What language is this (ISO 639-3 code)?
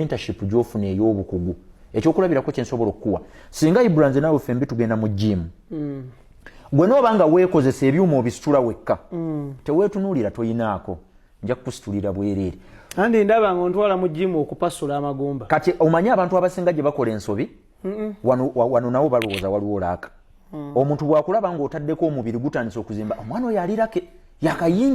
lug